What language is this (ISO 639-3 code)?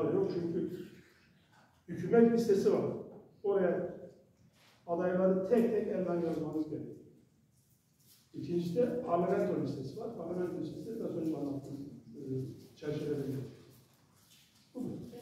tur